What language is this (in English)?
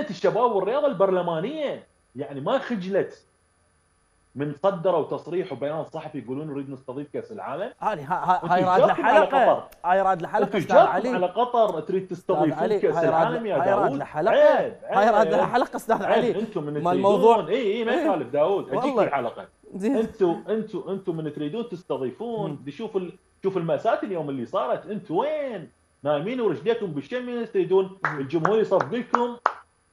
Mesopotamian Arabic